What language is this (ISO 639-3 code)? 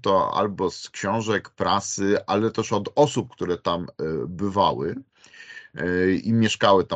pol